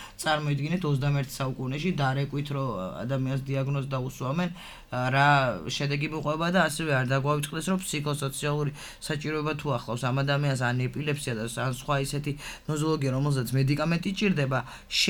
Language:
Georgian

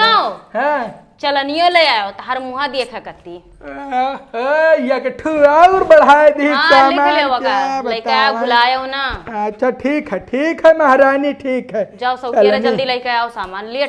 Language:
Awadhi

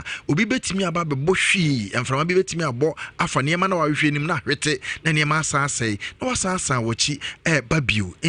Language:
Akan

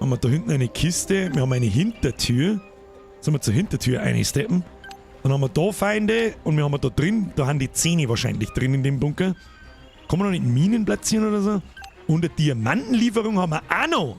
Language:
Bavarian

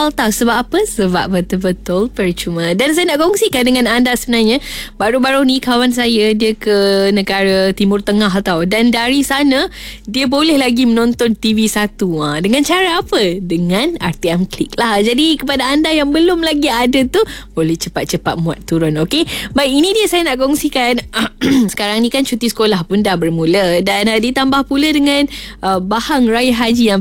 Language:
Malay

